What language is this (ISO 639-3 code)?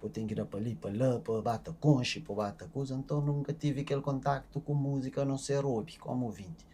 kea